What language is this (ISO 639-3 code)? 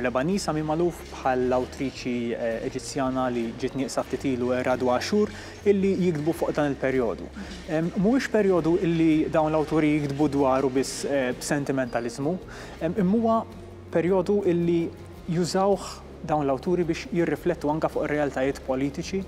mlt